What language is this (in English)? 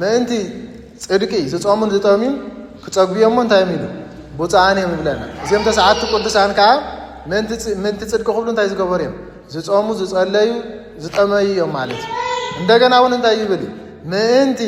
Tigrinya